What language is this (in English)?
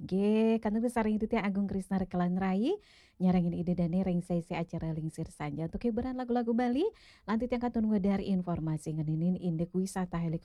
Balinese